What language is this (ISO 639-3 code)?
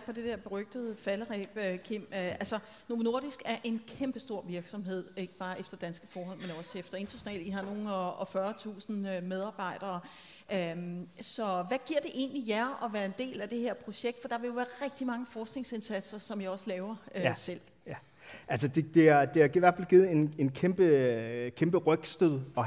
dan